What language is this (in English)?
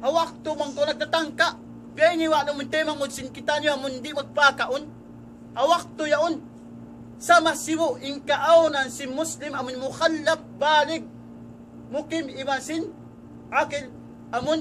Tausug